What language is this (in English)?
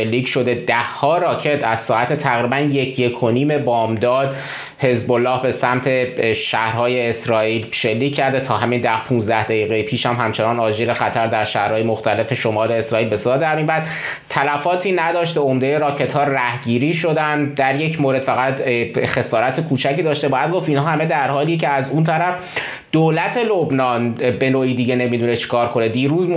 Persian